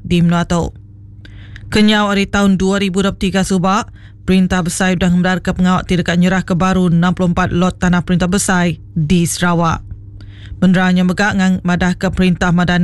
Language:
Iban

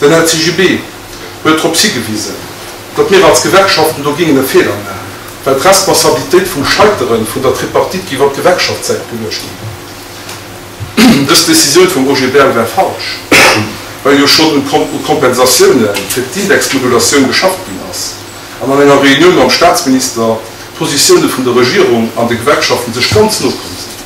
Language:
Luxembourgish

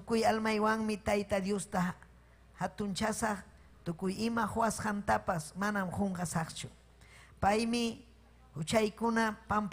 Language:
Ayacucho Quechua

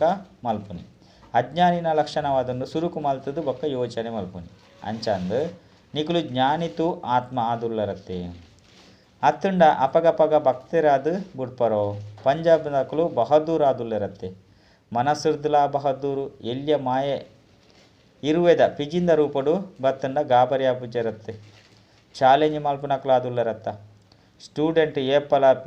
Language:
Tulu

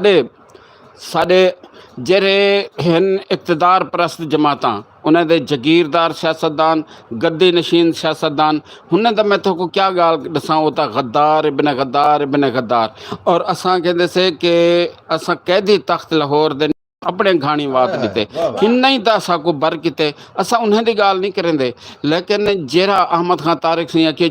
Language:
Saraiki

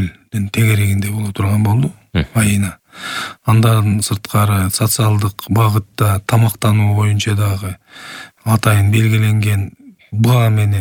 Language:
Kyrgyz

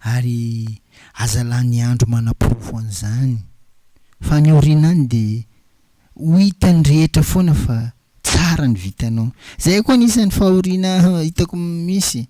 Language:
Malagasy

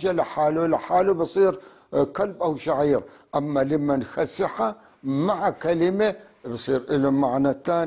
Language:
North Levantine Arabic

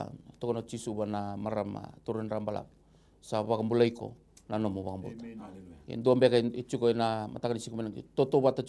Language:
Fijian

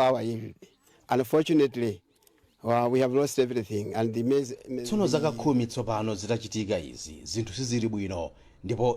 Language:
Nyanja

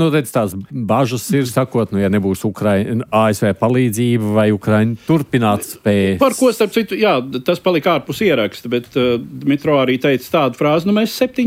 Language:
Latvian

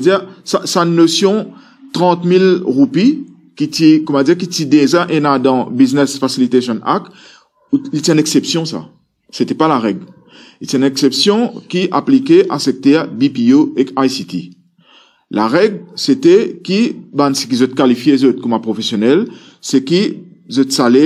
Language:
Morisyen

